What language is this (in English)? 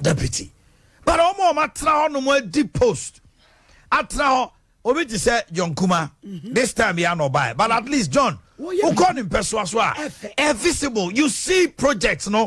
Akan